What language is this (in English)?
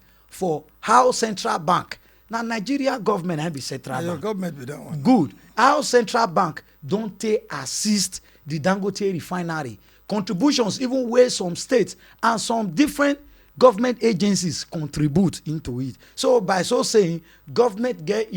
Nigerian Pidgin